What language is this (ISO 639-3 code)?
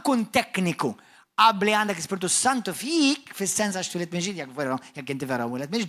mlt